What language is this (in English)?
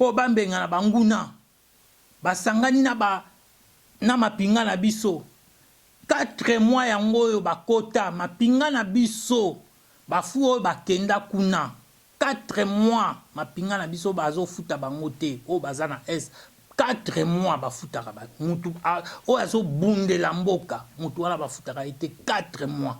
Lingala